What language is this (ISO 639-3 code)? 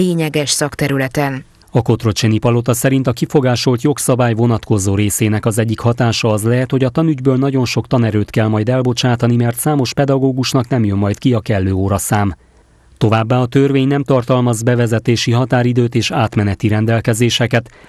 hun